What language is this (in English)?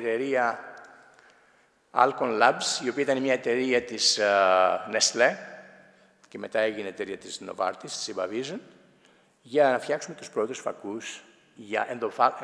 Greek